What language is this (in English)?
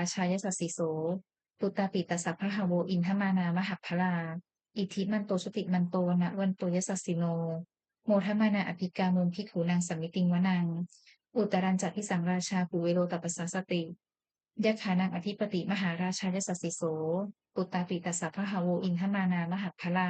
Pali